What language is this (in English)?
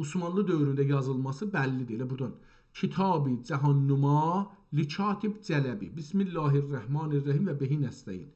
South Azerbaijani